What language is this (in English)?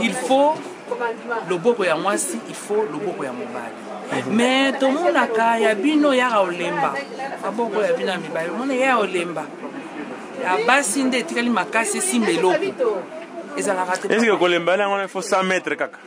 Lingala